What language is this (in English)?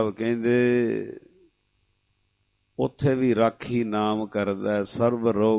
Punjabi